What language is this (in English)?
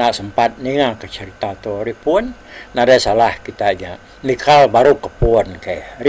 Iban